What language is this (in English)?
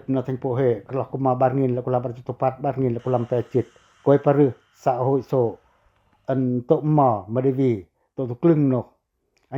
Pacoh